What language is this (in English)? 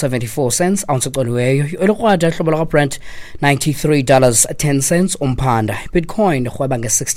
Xhosa